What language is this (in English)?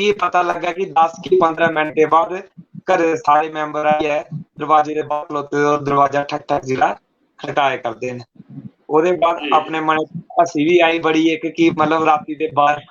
Dogri